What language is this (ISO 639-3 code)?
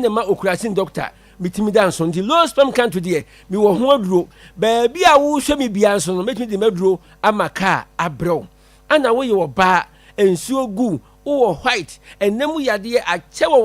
aka